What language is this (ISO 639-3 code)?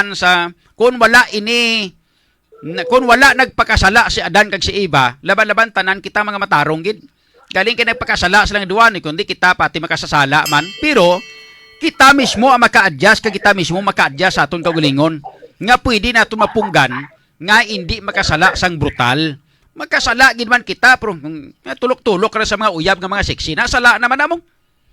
hil